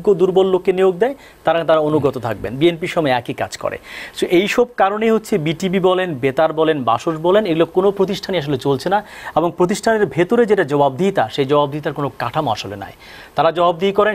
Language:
Bangla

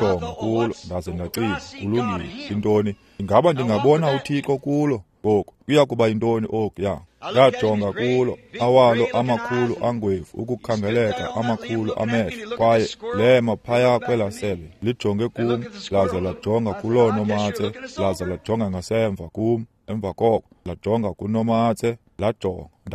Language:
Xhosa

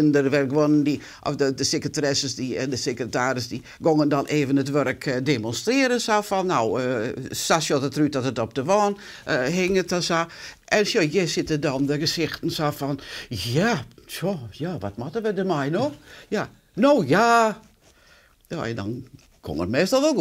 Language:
Western Frisian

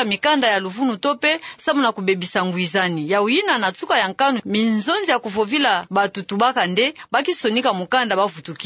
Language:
Kituba (Democratic Republic of Congo)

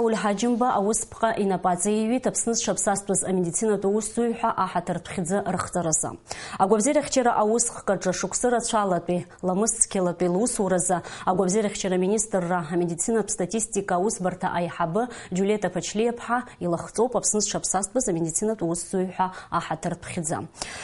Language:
Abkhazian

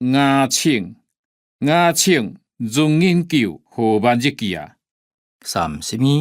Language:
Hakka Chinese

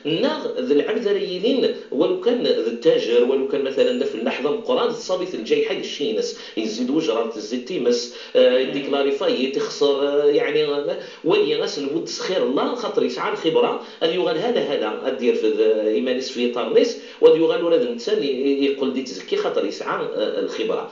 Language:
Kabyle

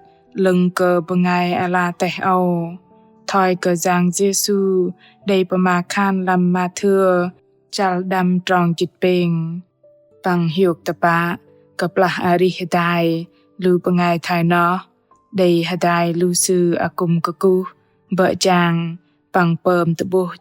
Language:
Bahnar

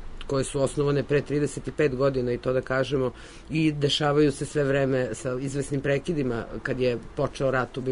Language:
Serbian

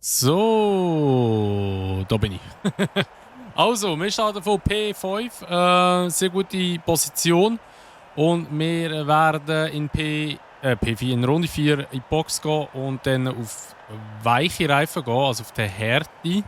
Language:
Swiss German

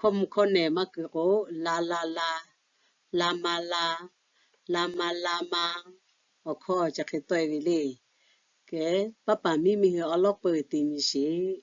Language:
Lahu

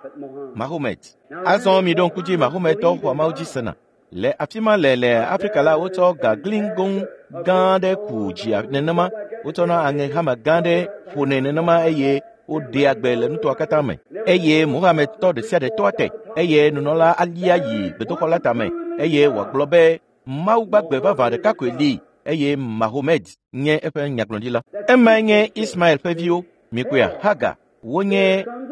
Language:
Ewe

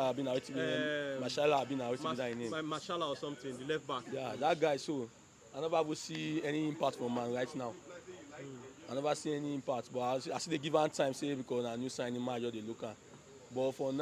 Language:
Nigerian Pidgin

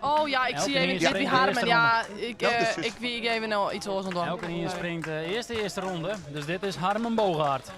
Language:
Western Frisian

